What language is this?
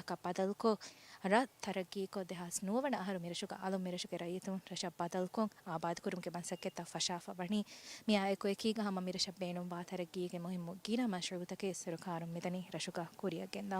Divehi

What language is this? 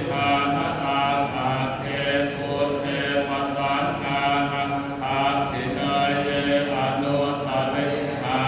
Pali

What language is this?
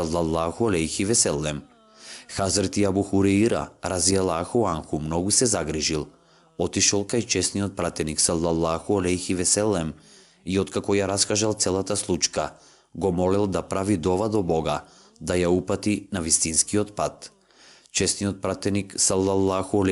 Macedonian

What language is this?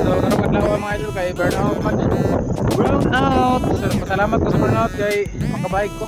Cebuano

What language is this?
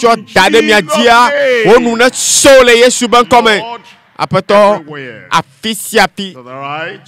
Ewe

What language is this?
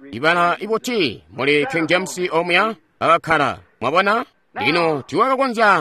Tonga (Zambia)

